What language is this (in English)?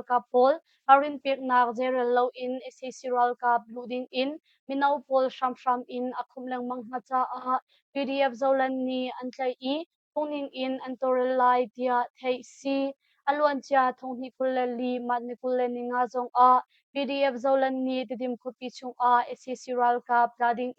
Hakha Chin